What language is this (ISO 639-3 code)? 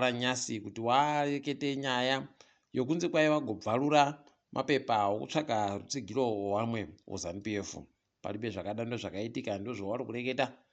ndc